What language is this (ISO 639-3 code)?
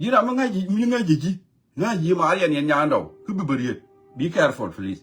nus